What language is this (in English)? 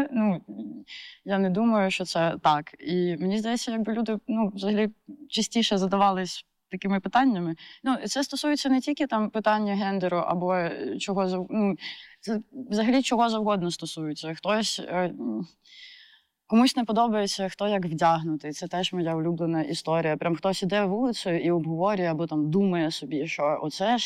Ukrainian